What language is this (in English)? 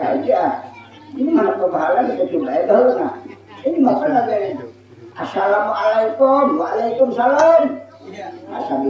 Banjar